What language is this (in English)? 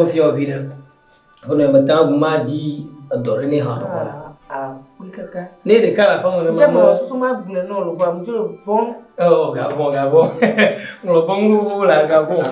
Ewe